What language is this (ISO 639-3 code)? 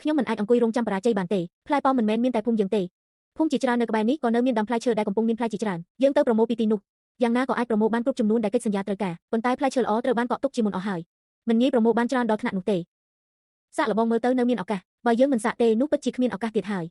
khm